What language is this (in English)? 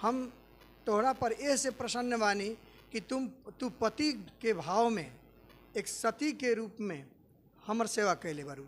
Bhojpuri